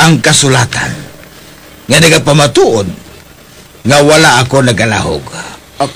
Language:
Hiligaynon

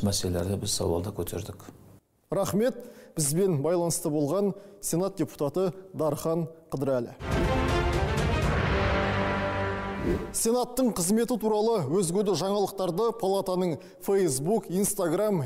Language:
Kazakh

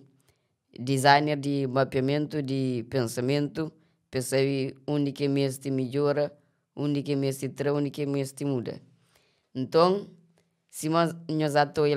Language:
Kabuverdianu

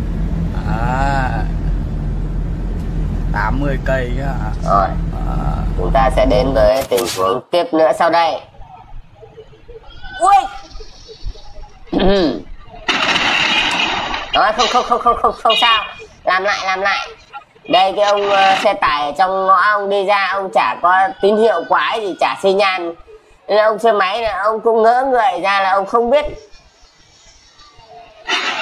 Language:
Vietnamese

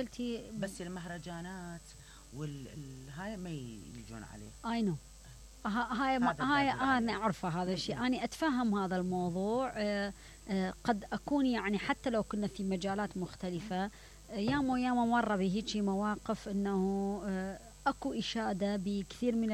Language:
Mesopotamian Arabic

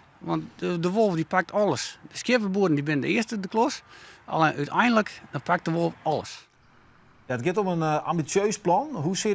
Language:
Western Frisian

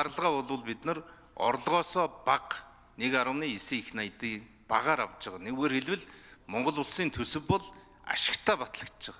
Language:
Mongolian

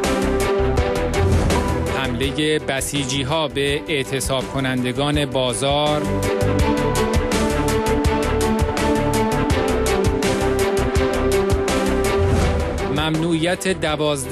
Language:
Persian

